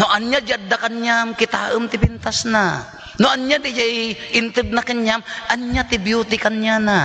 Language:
Iloko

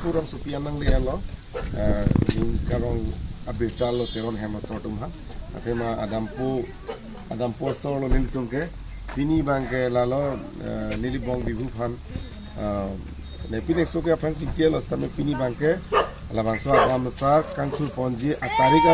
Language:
Karbi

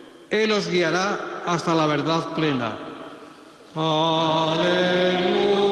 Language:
Spanish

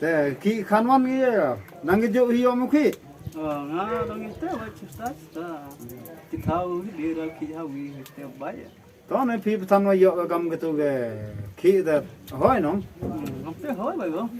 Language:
Khasi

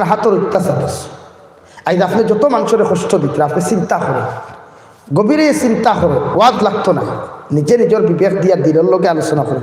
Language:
Sylheti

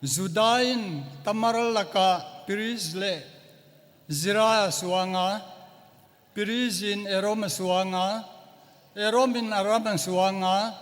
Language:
Paite Chin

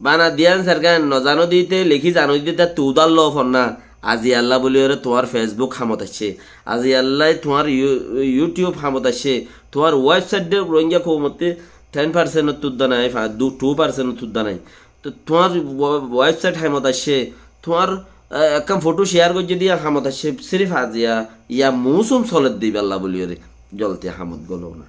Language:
Rohingya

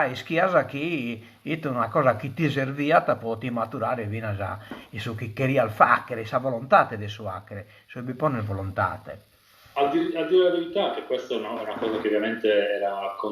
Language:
Sardinian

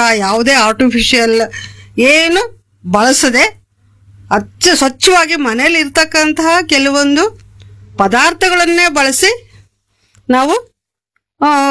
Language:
Kannada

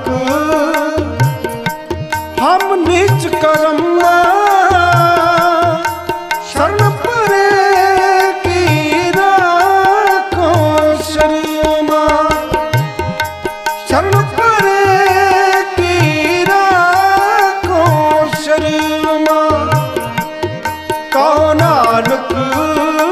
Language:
Punjabi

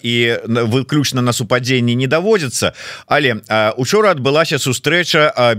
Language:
Belarusian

